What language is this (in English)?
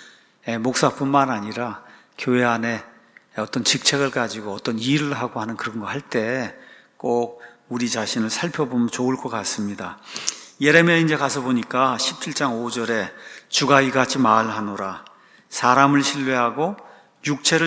Korean